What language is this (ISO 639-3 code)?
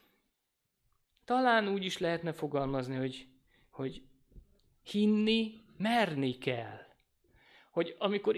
hun